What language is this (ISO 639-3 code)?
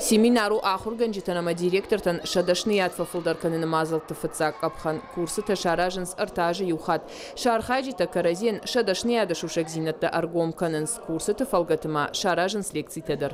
oss